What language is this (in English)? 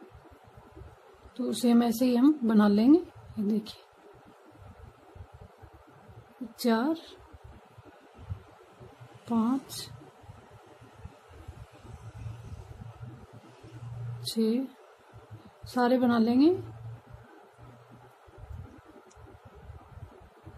Hindi